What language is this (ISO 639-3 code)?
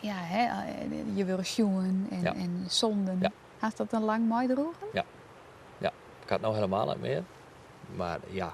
fry